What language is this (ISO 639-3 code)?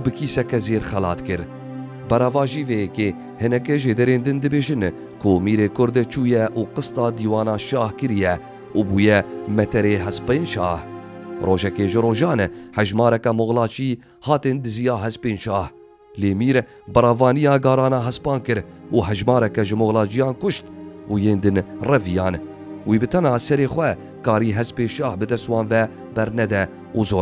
kur